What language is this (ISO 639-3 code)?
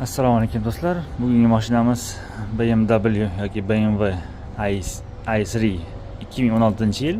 uzb